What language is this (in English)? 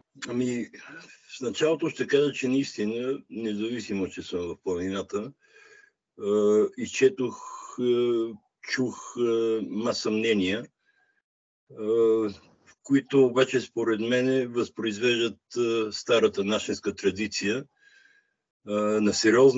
Bulgarian